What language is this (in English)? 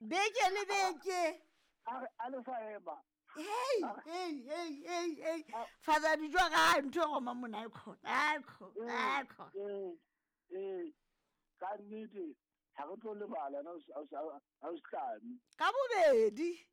Southern Sotho